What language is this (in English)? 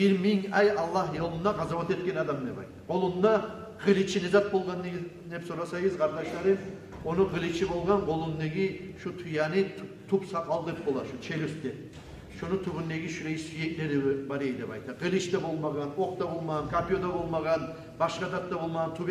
Kumyk